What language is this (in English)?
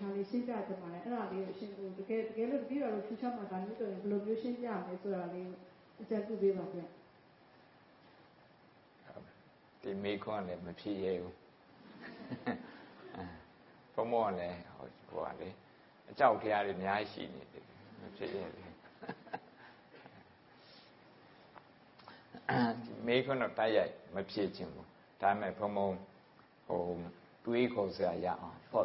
Burmese